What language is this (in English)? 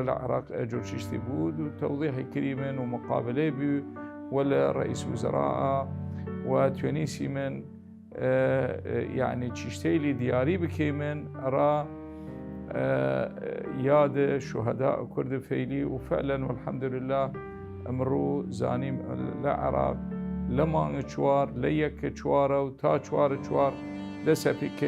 Southern Kurdish